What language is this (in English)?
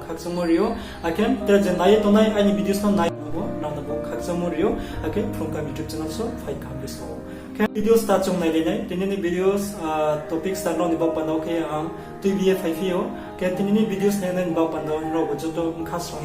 Riang (India)